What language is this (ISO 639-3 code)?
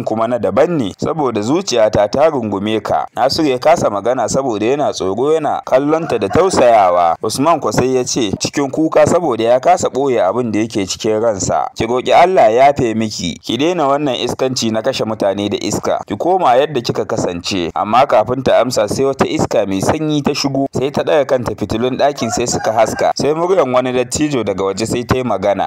hau